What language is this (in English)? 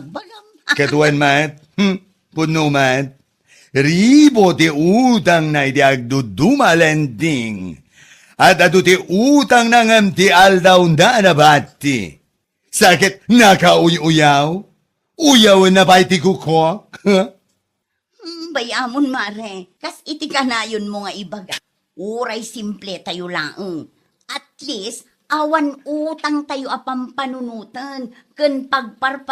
Iloko